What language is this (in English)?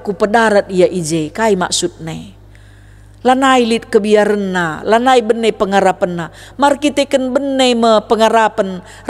Batak Karo